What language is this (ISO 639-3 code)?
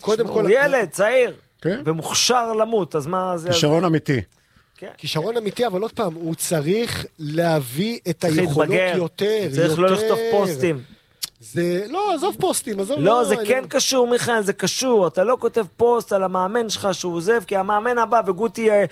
heb